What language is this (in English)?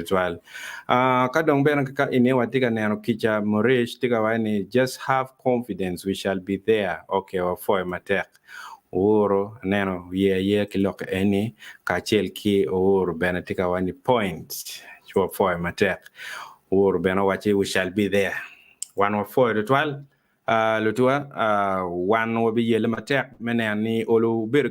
Acoli